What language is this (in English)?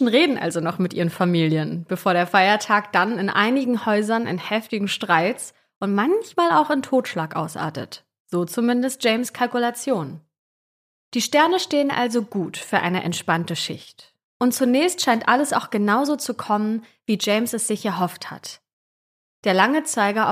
German